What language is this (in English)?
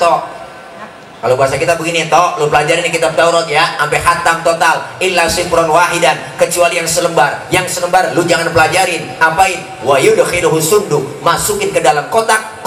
Betawi